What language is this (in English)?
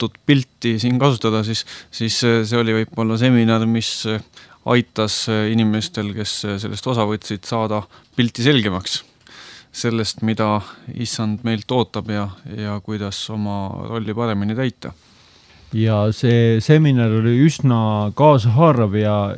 Estonian